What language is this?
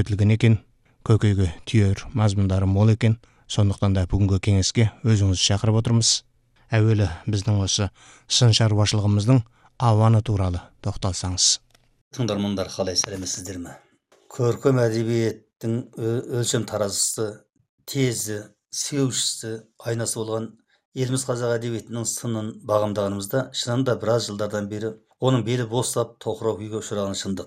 Kazakh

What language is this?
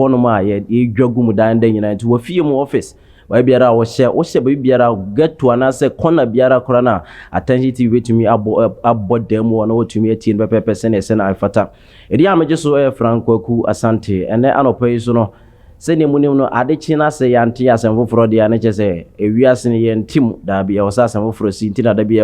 Akan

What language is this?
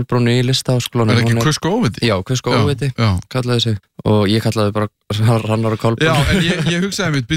Icelandic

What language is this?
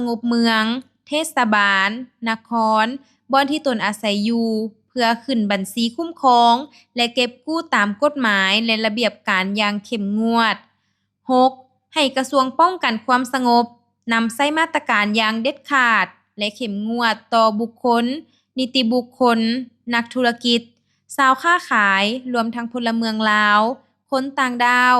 Lao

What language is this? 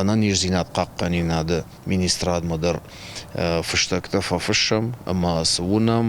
Ossetic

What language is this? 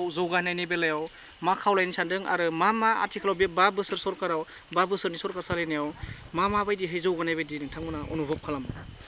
Bodo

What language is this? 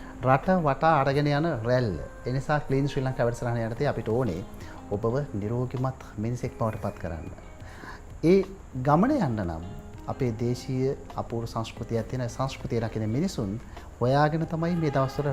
Sinhala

